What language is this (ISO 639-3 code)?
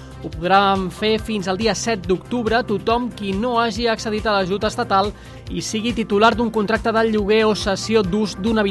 cat